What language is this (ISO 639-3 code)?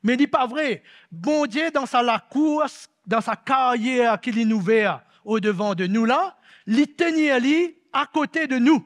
mfe